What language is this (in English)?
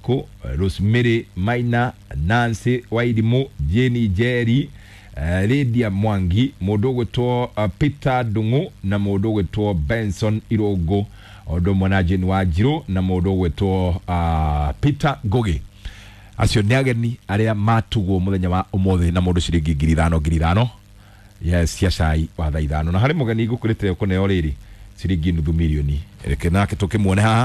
Kikuyu